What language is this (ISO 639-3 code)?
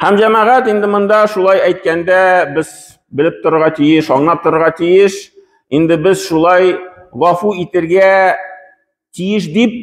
tat